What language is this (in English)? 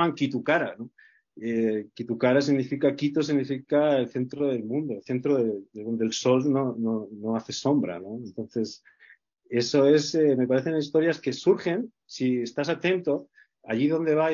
Spanish